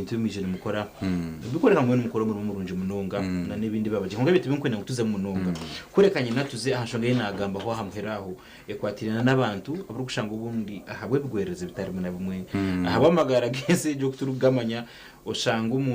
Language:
Nyankole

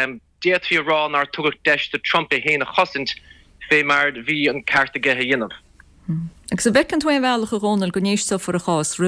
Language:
Irish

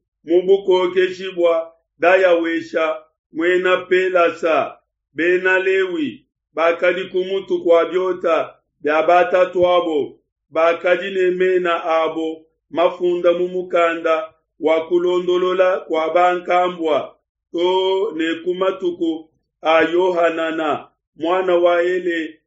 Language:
Luba-Lulua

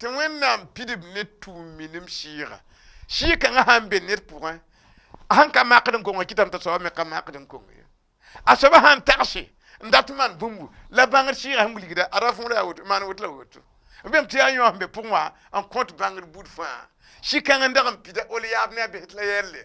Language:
Mossi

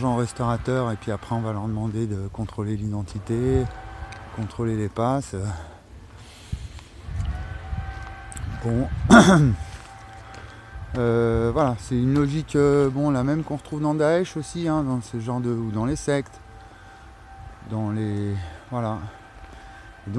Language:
French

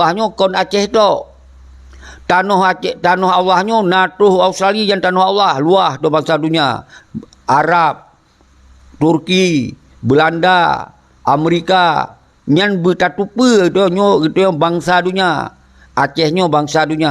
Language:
Achinese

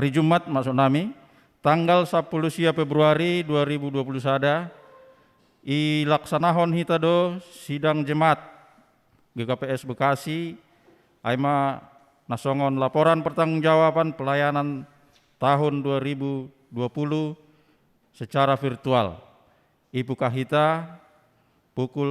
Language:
Batak Simalungun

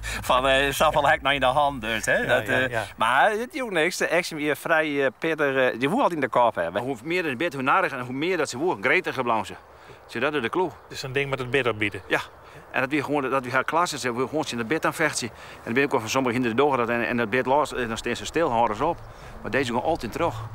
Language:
Western Frisian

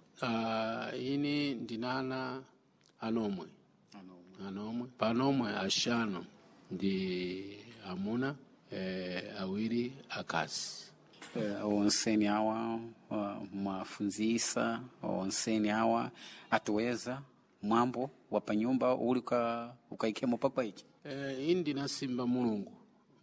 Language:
Sena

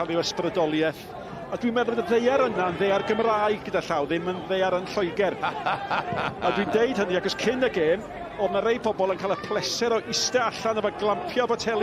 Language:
Welsh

